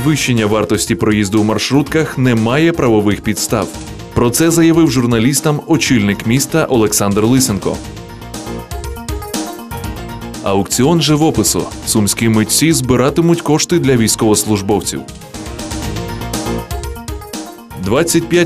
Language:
Ukrainian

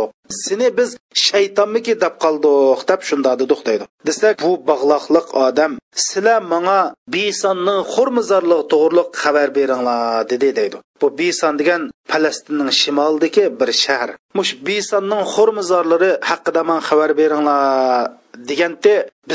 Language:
Uyghur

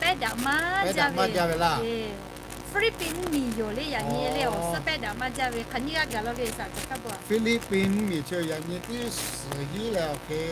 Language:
Lahu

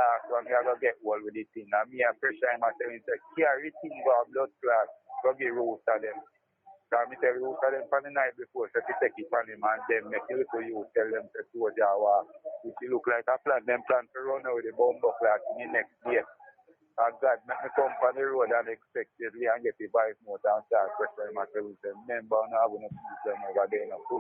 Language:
Jamaican Creole English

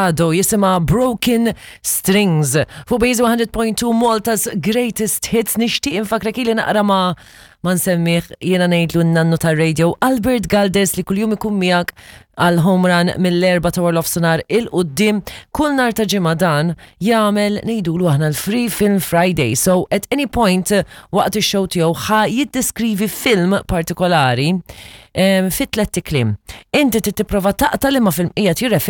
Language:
Maltese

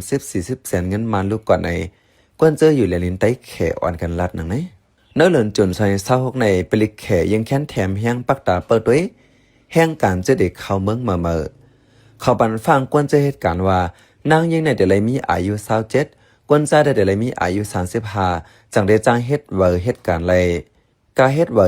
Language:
Shan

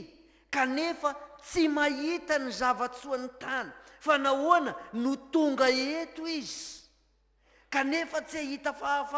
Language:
Malagasy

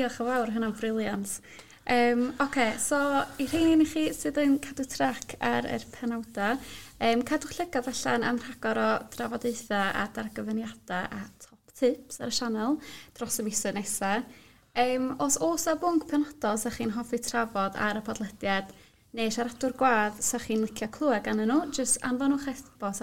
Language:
Welsh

